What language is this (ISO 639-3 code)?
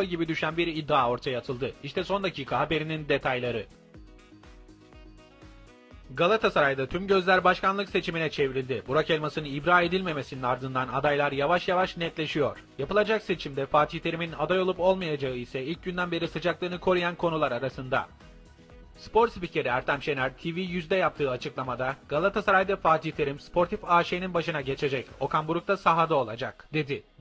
tur